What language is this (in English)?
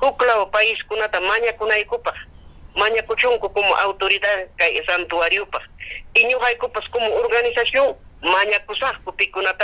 Ayacucho Quechua